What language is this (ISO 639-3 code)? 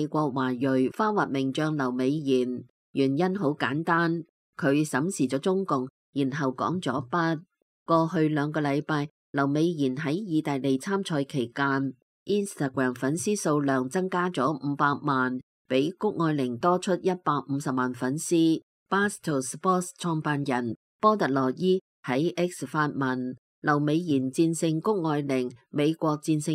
yue